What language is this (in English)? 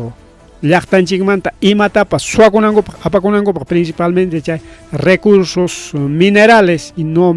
Ayacucho Quechua